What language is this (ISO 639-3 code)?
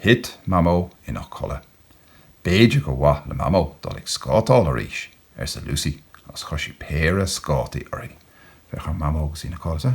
gle